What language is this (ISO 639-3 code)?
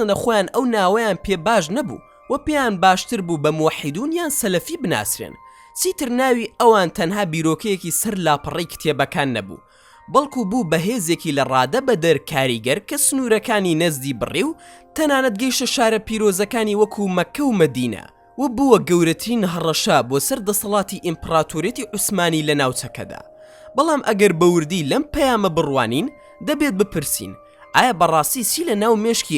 ckb